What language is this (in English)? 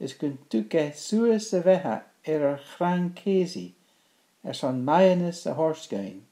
Scottish Gaelic